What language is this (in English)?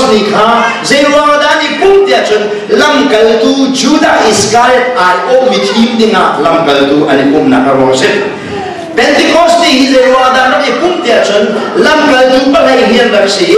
Hakha Chin